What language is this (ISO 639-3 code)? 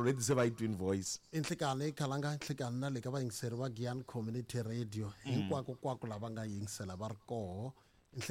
tso